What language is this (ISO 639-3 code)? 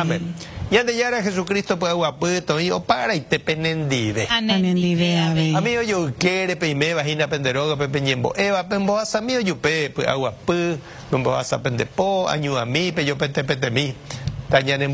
grn